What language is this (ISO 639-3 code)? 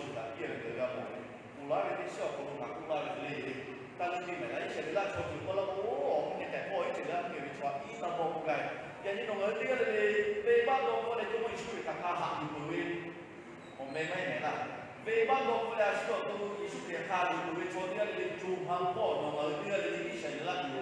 lhu